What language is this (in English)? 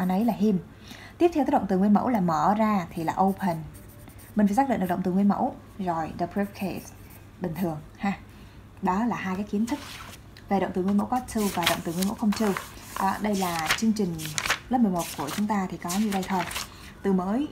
Vietnamese